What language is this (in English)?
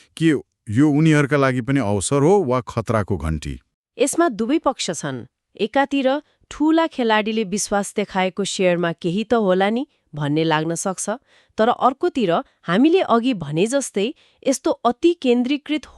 Nepali